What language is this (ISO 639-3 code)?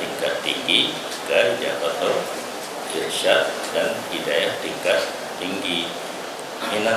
ace